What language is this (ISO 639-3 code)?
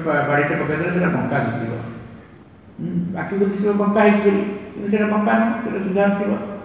ori